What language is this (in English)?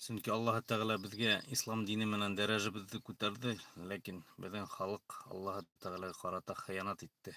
Bashkir